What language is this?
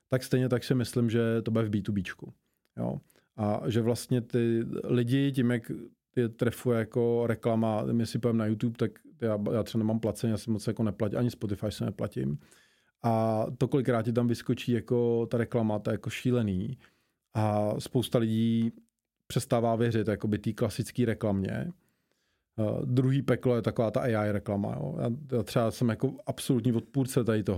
Czech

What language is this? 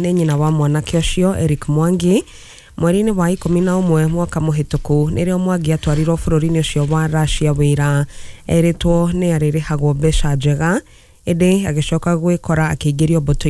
Kikuyu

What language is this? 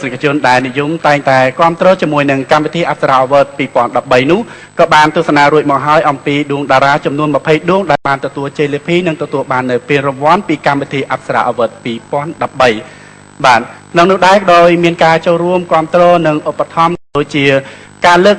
Khmer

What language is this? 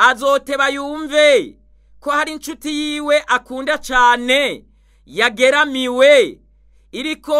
Rundi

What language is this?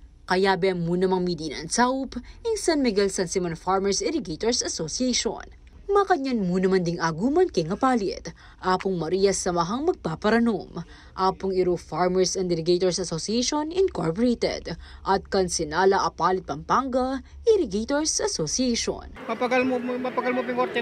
Pampanga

